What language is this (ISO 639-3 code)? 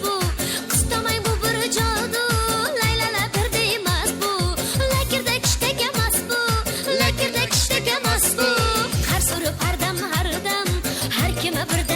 kaa